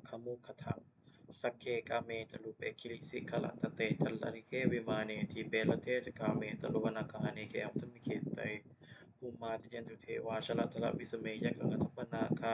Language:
Pali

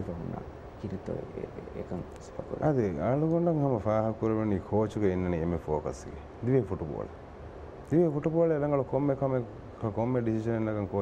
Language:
Divehi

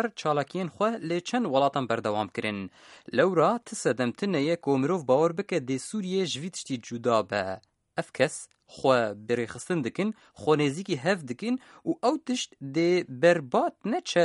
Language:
Kurdish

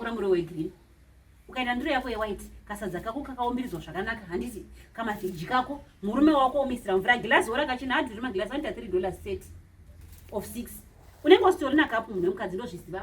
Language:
Shona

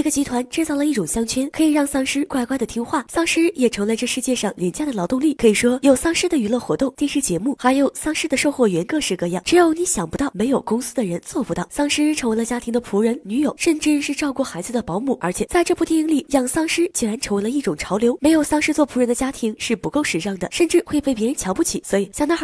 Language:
Chinese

